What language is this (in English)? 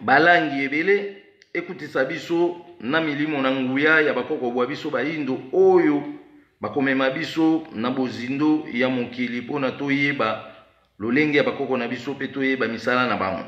Lingala